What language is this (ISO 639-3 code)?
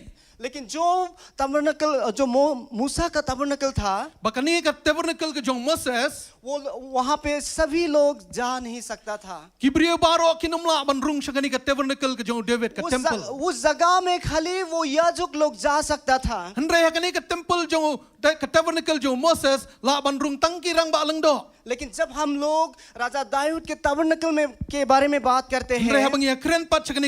kha